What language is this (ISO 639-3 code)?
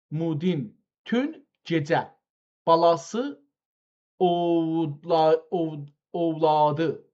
azb